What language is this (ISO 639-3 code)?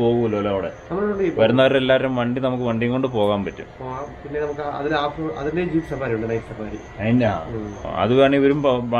mal